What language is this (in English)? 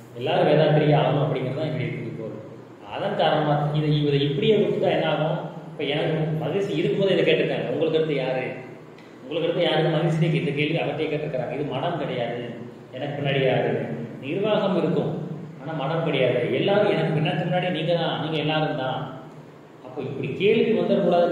Tamil